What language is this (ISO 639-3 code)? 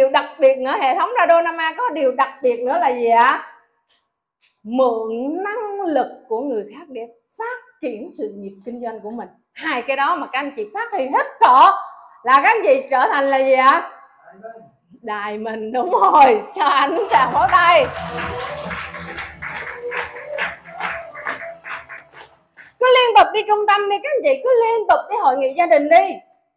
vie